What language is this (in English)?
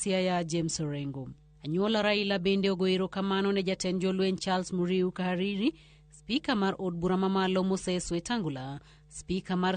Luo (Kenya and Tanzania)